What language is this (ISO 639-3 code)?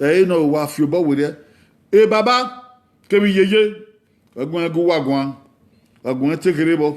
bin